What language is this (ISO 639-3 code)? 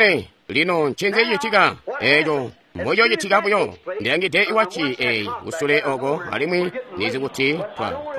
toi